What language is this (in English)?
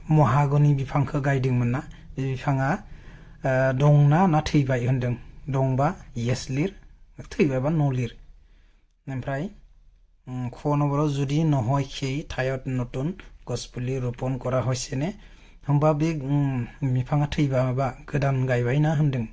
Bodo